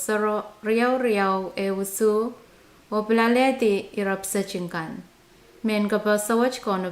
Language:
Pohnpeian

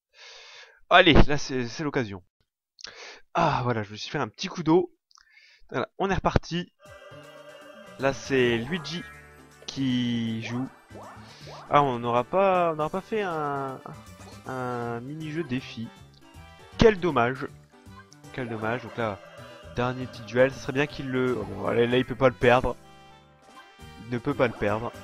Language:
French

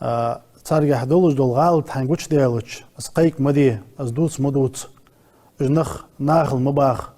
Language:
Ingush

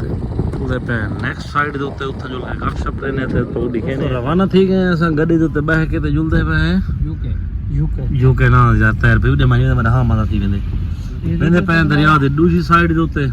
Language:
Saraiki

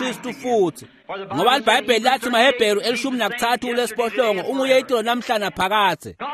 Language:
Swati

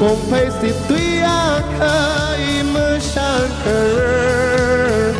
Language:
Tangkhul Naga (India)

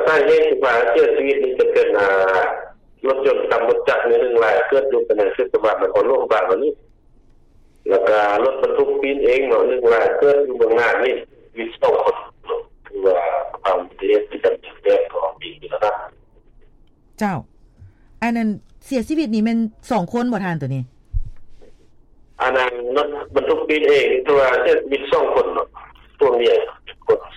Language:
Lao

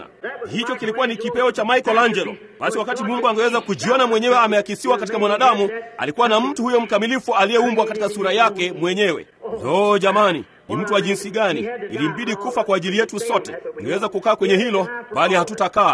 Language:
Swahili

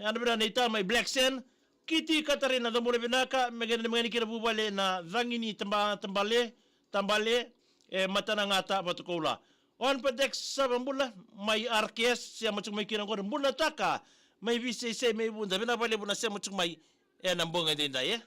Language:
Fijian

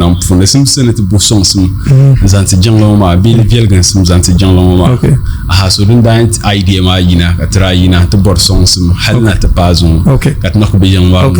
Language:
Dagbani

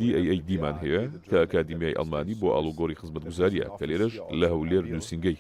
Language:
Central Kurdish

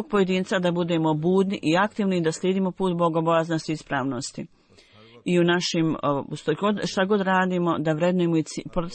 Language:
Bosnian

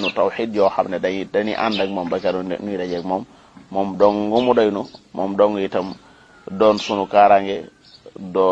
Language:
Wolof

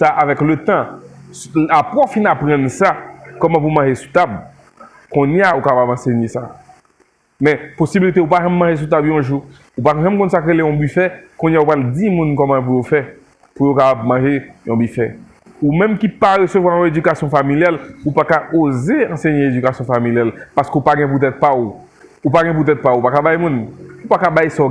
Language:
Haitian Creole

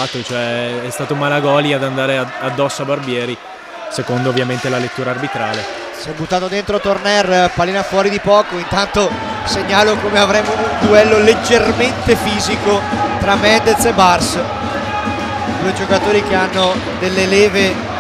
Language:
Italian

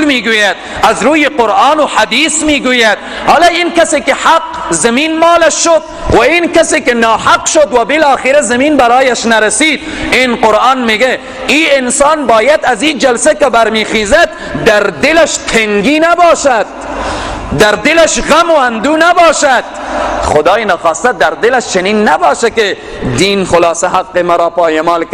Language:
Persian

